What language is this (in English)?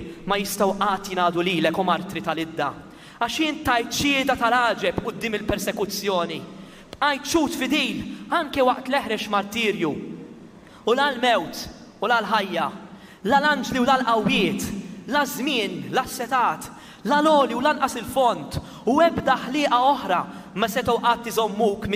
Maltese